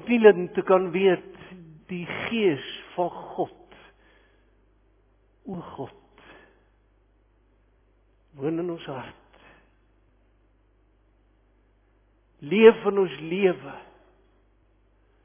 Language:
Afrikaans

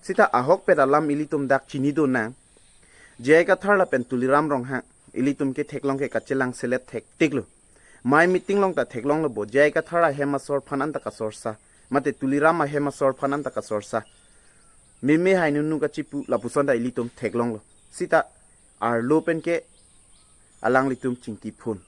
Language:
Karbi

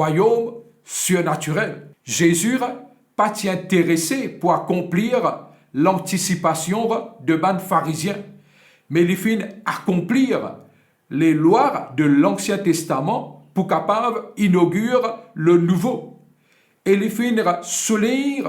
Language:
Morisyen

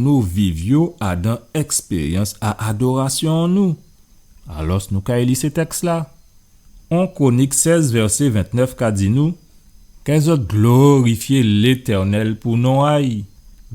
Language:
Guadeloupean Creole French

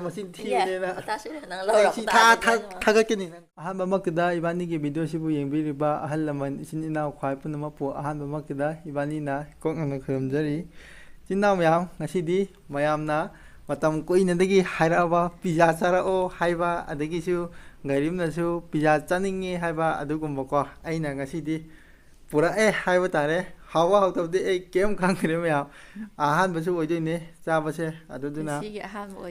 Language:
Manipuri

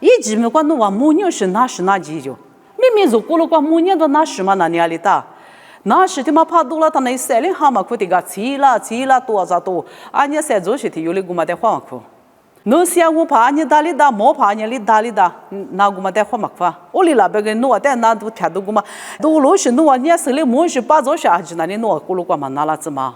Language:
Lisu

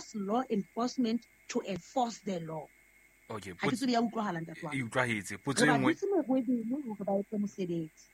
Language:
Southern Sotho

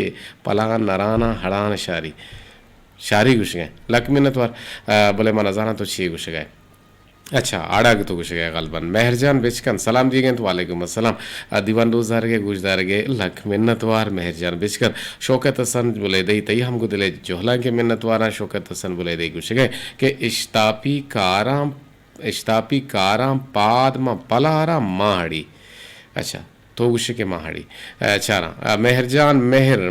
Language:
Eastern Balochi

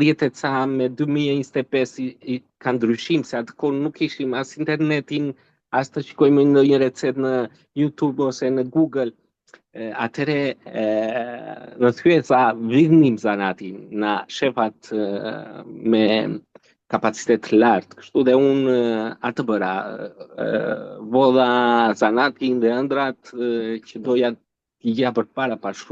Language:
Albanian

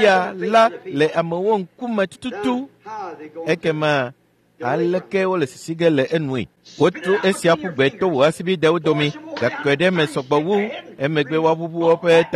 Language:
Ewe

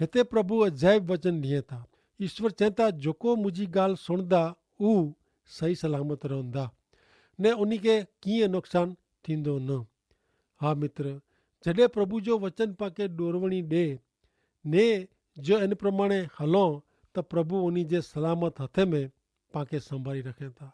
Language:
Kachhi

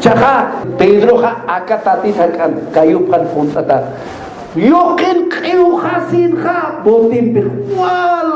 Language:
Aymara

